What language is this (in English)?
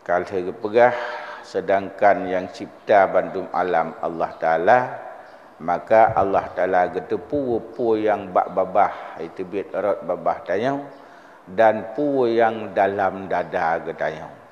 Achinese